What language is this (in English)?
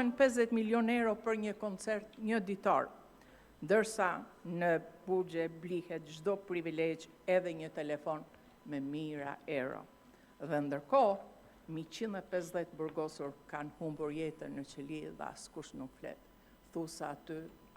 Albanian